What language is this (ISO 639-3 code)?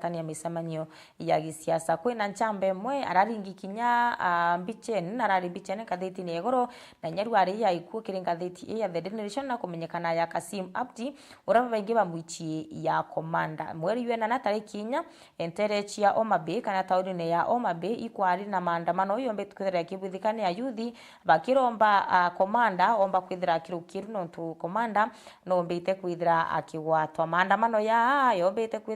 mer